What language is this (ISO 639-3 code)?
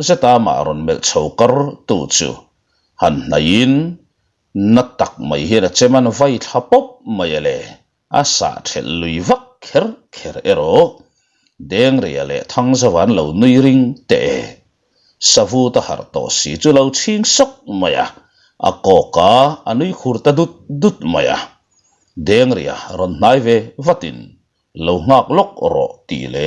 lus